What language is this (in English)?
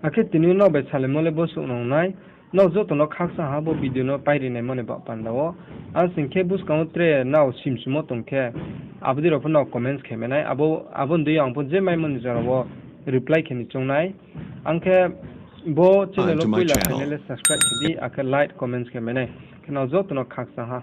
Riang (India)